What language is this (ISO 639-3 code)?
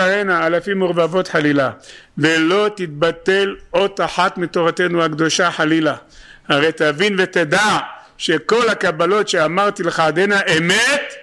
heb